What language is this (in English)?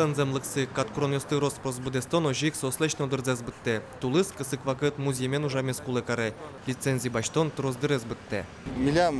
Udmurt